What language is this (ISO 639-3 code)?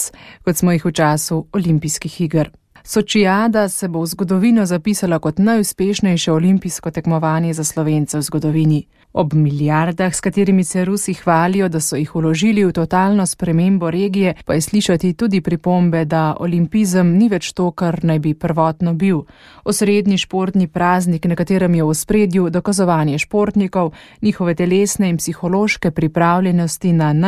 slv